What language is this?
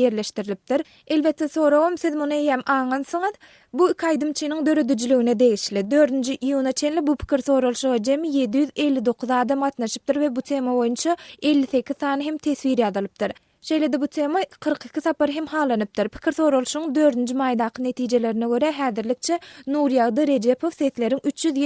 Turkmen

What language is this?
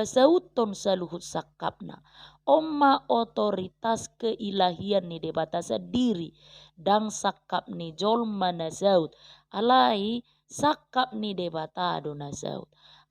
Batak Toba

